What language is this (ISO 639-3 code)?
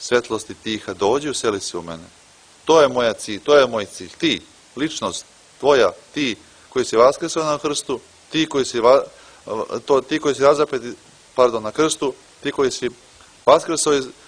srp